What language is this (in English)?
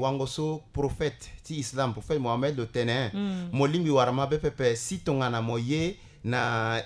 Sango